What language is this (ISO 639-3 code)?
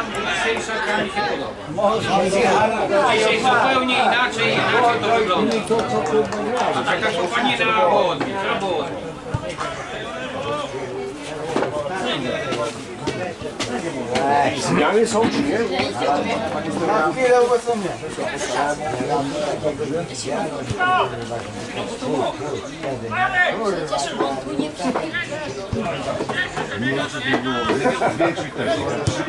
pol